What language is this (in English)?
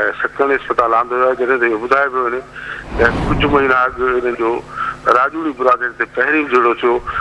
Sindhi